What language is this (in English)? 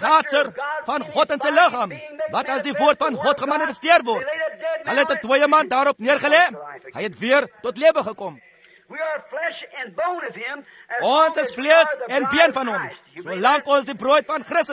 Afrikaans